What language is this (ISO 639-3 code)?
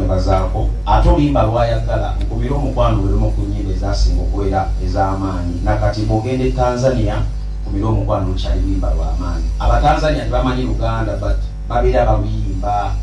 lug